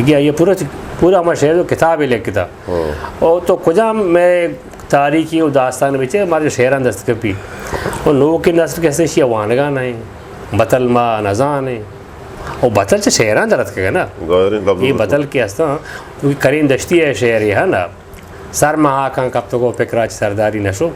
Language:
Eastern Balochi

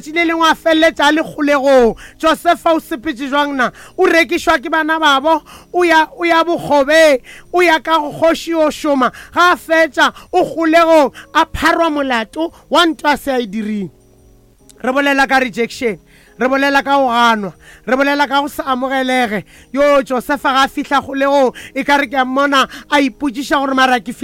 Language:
Northern Sotho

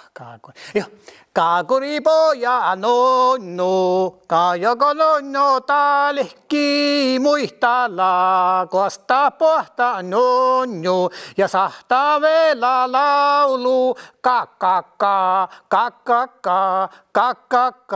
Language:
Northern Sami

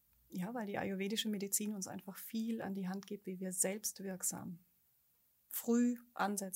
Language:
German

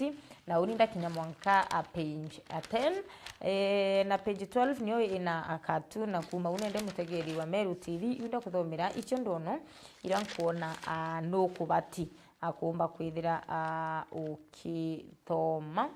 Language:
Meru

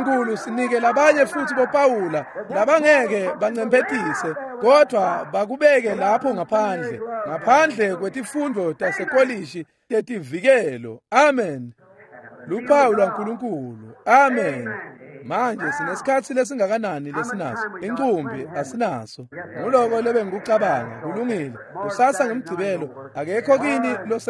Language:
Swati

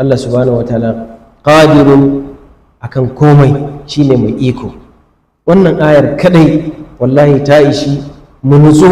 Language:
Hausa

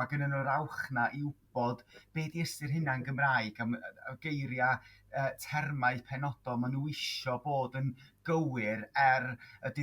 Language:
Welsh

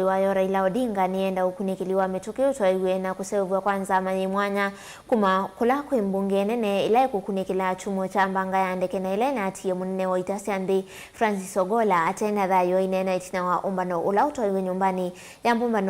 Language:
Kamba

